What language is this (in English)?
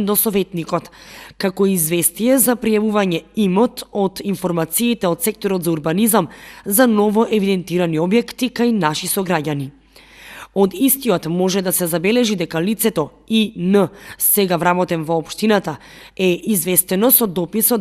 Macedonian